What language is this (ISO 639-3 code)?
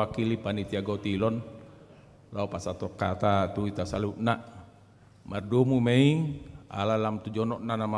bbc